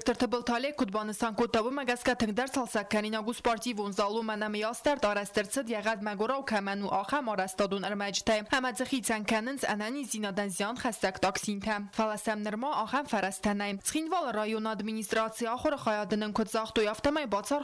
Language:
Ossetic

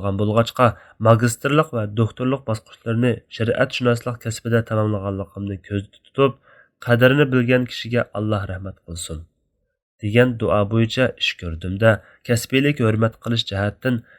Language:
Uyghur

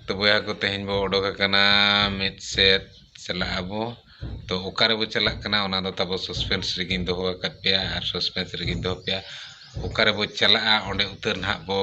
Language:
Santali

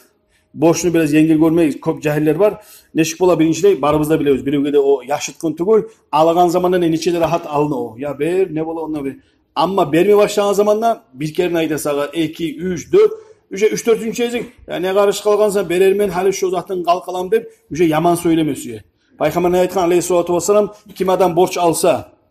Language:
Kumyk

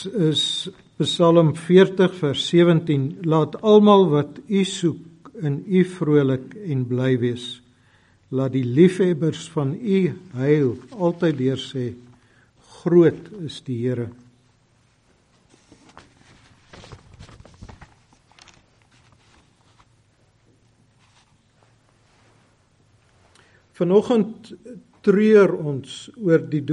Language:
Afrikaans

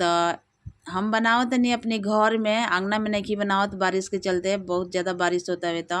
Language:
Bhojpuri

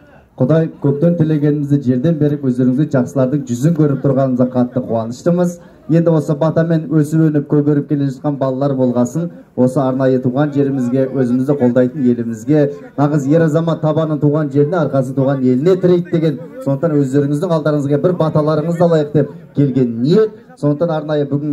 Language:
Kazakh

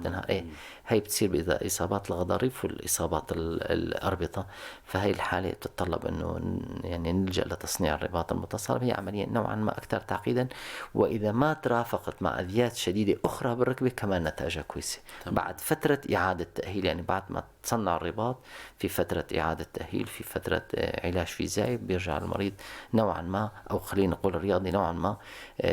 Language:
North Levantine Arabic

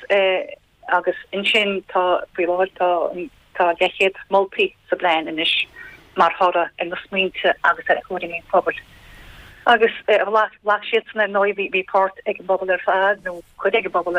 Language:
Irish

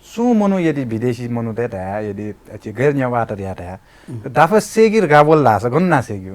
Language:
Newari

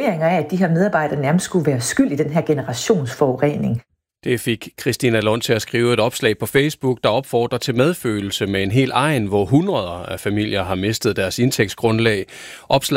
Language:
Danish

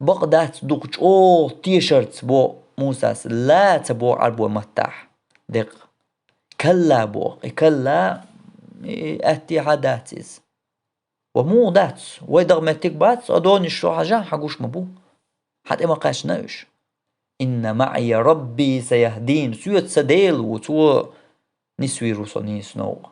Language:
Chechen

